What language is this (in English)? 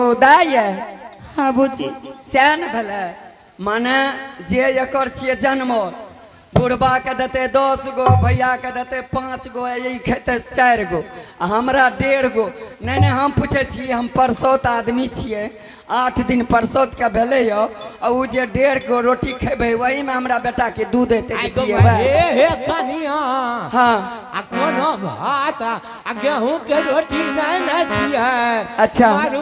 Angika